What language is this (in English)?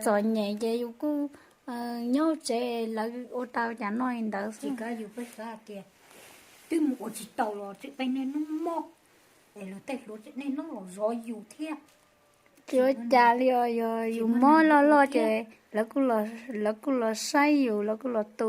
Hmong